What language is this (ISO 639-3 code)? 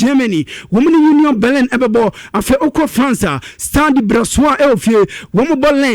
aka